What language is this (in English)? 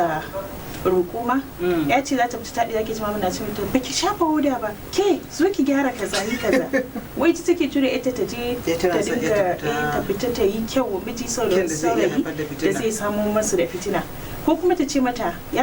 Hausa